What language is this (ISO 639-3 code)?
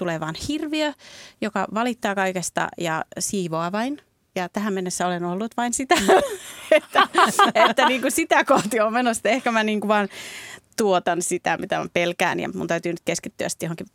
fin